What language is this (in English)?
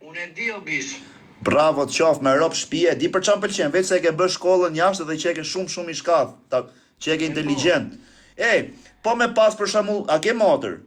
Albanian